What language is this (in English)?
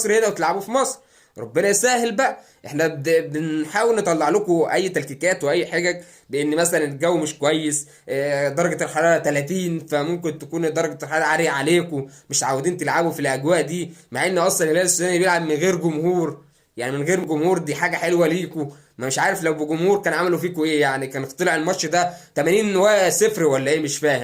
Egyptian Arabic